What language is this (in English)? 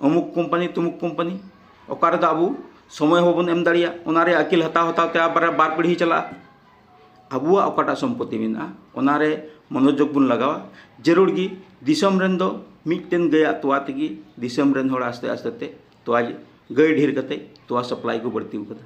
Santali